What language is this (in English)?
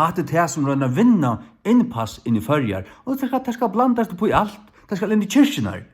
Faroese